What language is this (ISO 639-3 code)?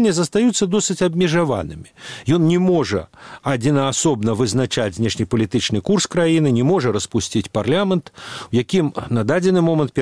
bel